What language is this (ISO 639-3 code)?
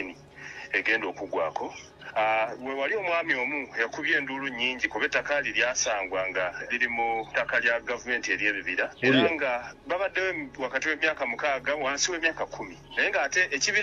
lug